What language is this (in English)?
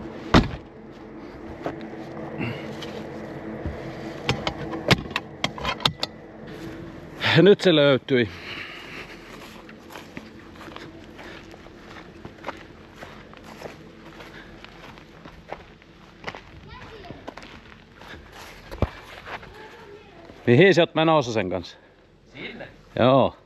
Finnish